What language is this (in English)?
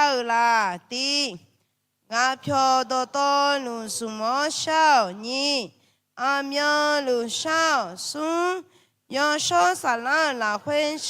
Akha